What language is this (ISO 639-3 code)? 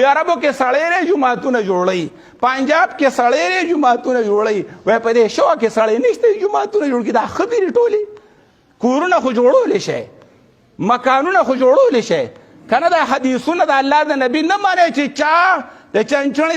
pus